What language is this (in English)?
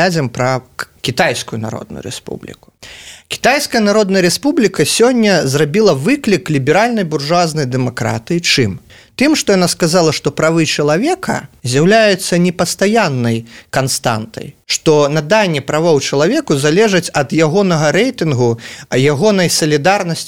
Belarusian